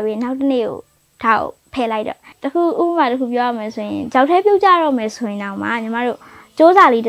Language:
Burmese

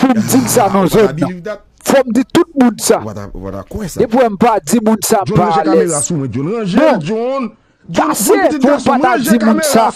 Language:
Haitian Creole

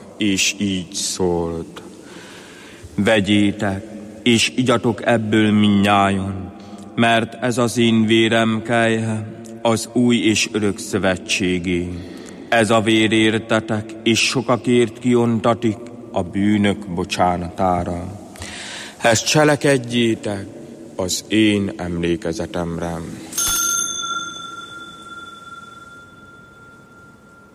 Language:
Hungarian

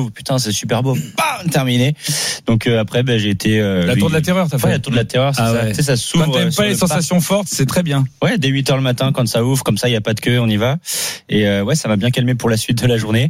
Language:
French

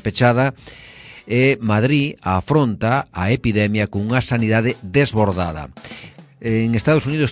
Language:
Galician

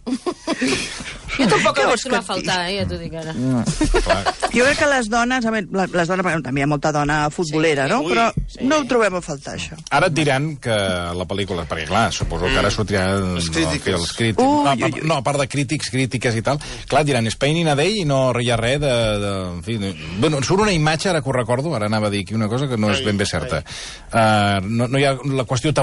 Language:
Catalan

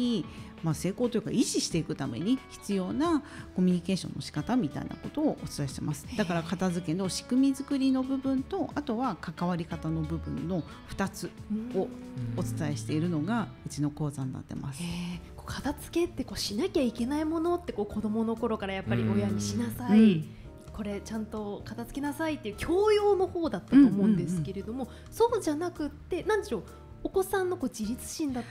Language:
Japanese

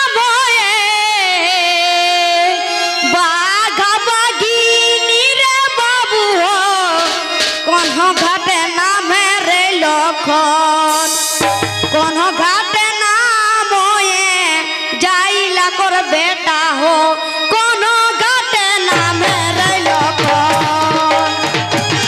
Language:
Bhojpuri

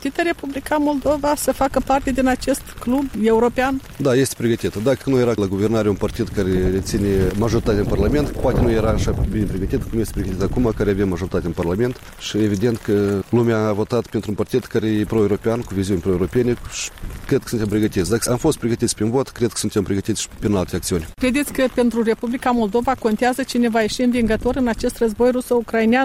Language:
Romanian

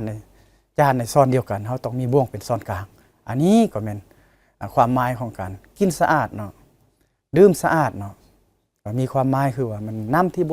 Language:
Lao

